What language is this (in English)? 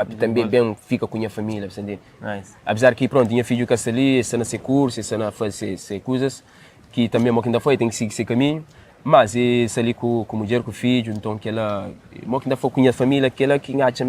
Kabuverdianu